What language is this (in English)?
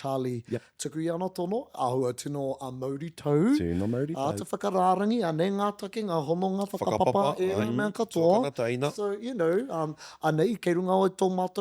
Māori